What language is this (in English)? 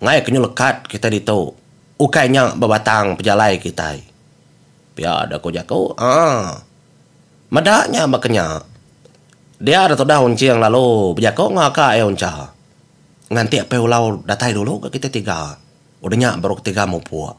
Iban